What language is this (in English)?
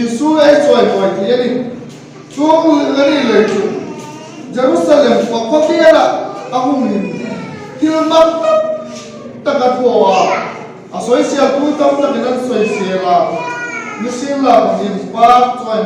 Hmar